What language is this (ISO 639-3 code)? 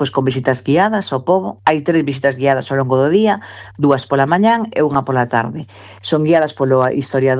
glg